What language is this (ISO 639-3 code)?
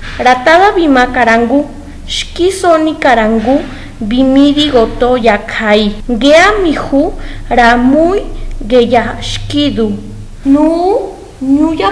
ots